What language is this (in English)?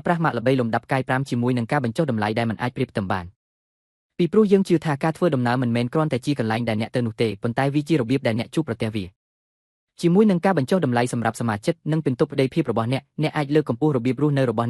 Khmer